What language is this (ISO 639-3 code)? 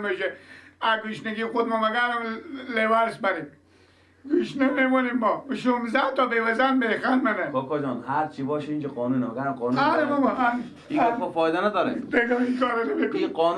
fas